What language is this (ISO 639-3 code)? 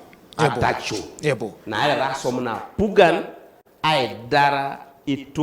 teo